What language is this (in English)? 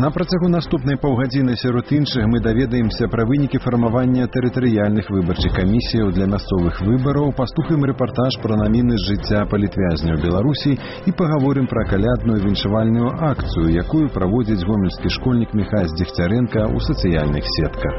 Belarusian